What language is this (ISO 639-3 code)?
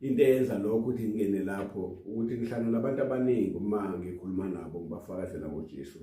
zul